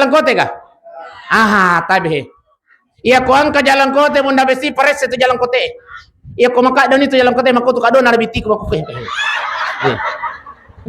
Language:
Buginese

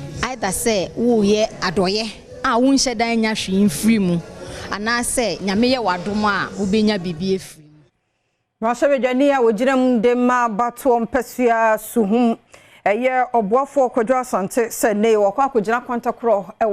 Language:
Akan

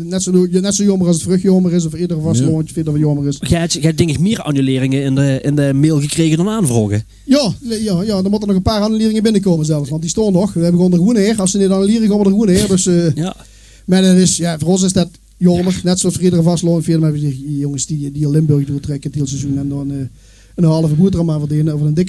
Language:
Limburgish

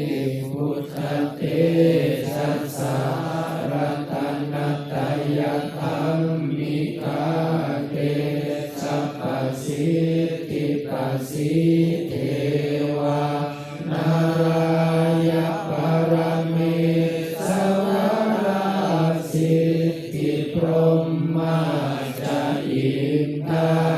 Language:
Pali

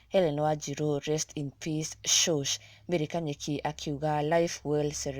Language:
Kikuyu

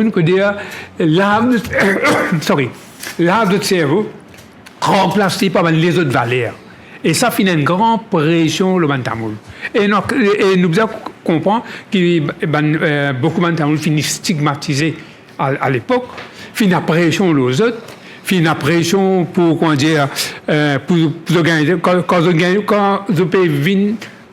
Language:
Morisyen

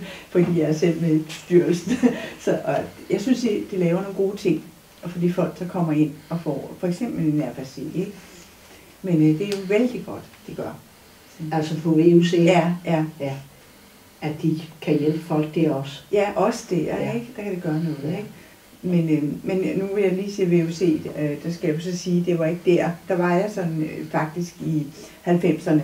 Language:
Danish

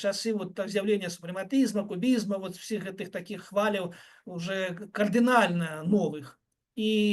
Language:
Belarusian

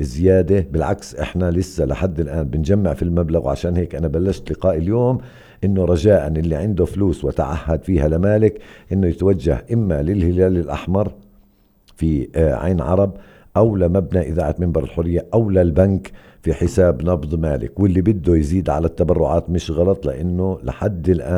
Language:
North Levantine Arabic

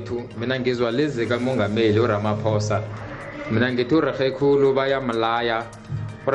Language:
South Ndebele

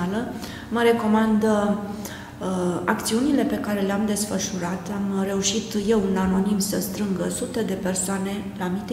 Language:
Romanian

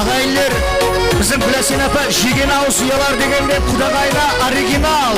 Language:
Kara-Kalpak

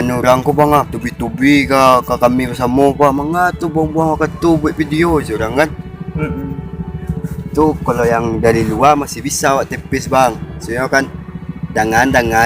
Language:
Minangkabau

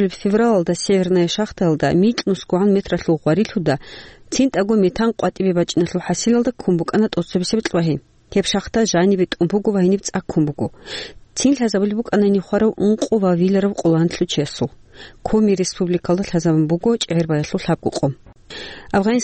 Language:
Avaric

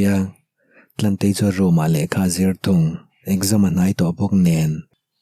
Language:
Mizo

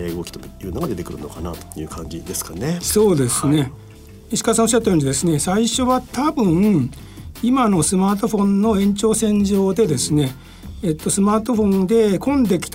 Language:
Japanese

